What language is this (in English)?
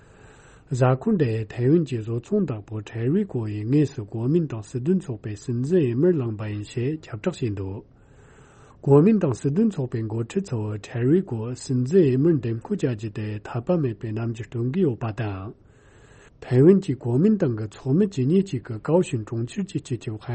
Tibetan